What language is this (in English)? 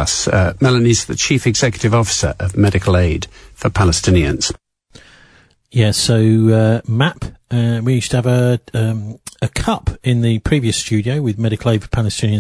English